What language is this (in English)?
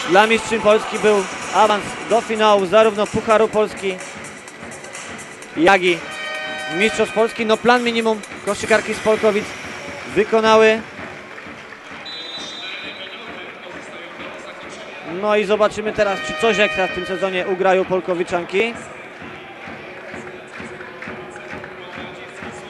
Polish